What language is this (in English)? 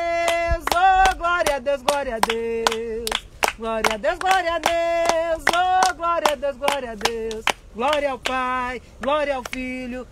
Portuguese